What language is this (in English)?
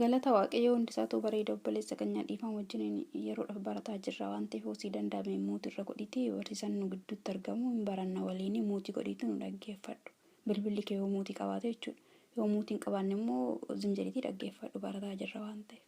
Oromo